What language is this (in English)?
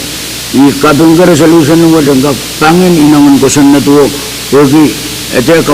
Pohnpeian